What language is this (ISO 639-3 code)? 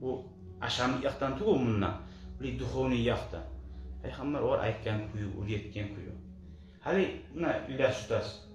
kum